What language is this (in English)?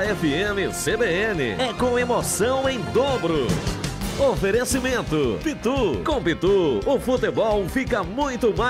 Portuguese